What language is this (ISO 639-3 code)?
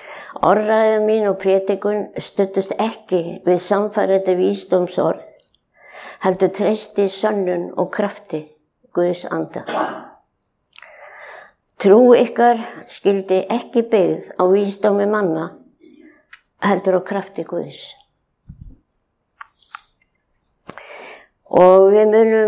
isl